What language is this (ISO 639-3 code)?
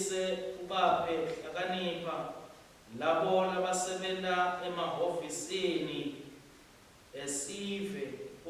ssw